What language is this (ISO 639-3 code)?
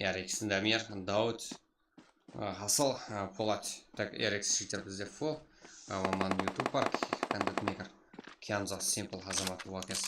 kaa